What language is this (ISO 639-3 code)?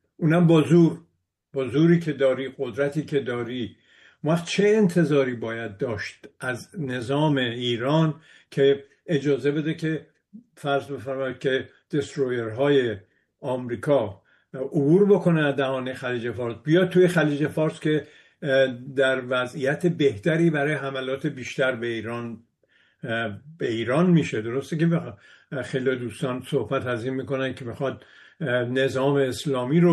fas